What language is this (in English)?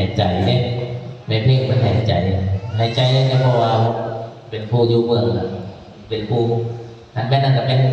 Northeastern Thai